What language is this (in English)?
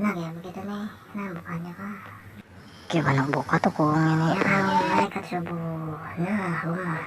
Banjar